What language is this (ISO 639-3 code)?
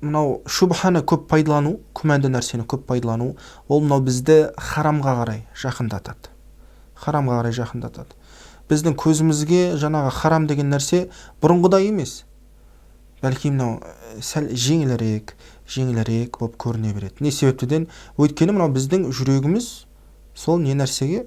kaz